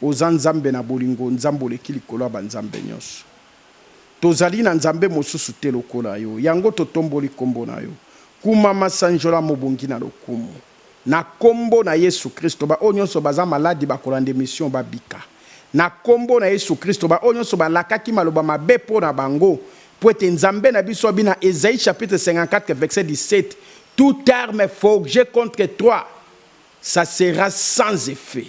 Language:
Lingala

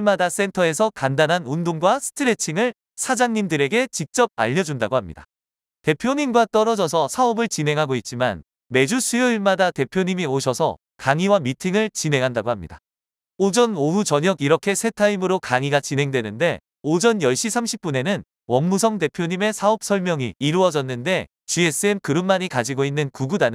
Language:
Korean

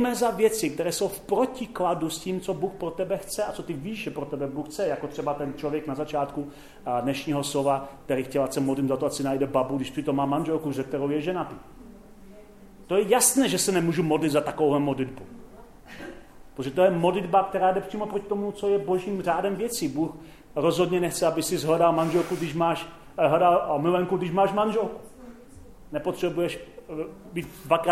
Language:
Czech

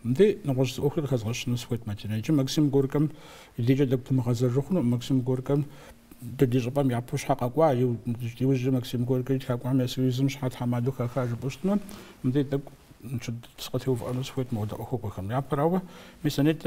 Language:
Kabardian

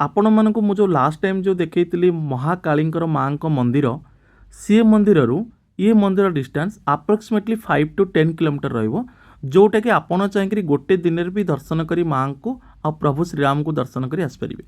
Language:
Odia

